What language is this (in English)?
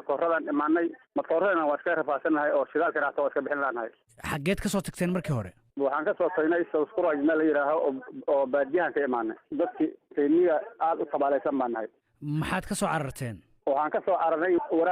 Somali